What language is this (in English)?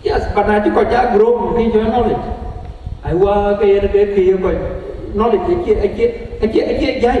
Dinka